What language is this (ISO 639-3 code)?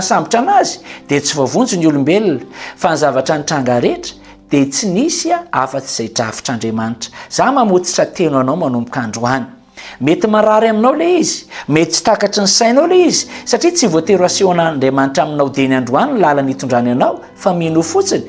mlg